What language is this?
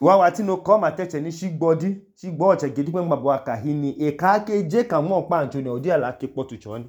Idoma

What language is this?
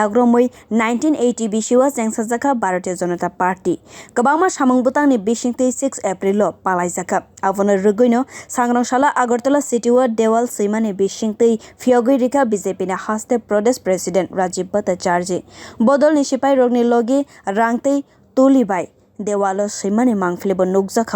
Kok Borok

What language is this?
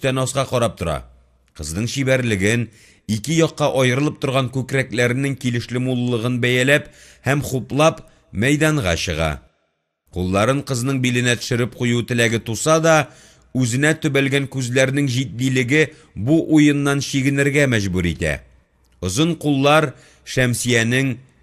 Tatar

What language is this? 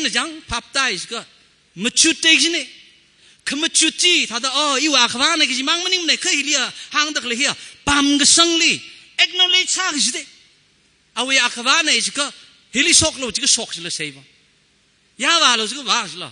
Tangkhul Naga (India)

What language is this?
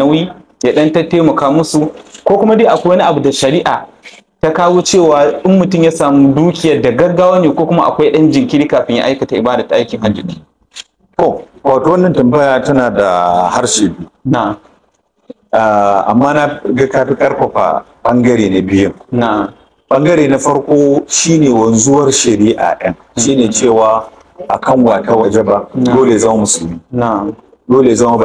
Hausa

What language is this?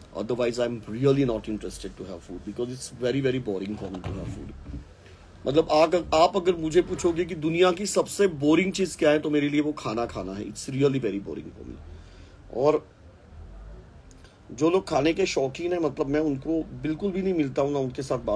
Hindi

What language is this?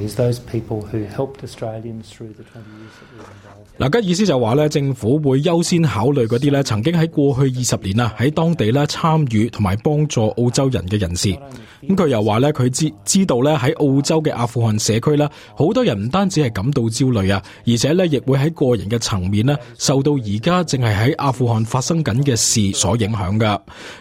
Cantonese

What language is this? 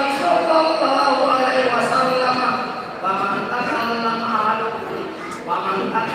Buginese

